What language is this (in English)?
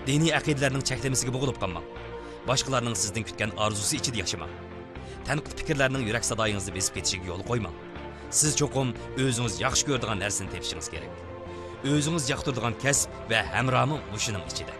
Uyghur